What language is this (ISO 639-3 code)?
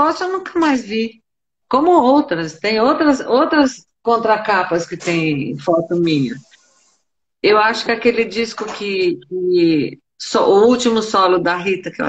por